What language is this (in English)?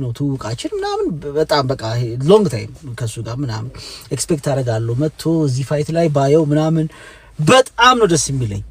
Amharic